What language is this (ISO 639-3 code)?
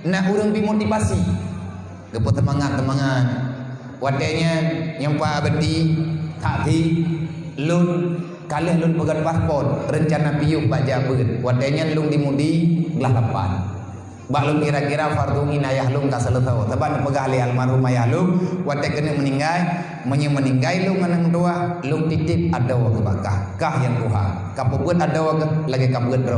ace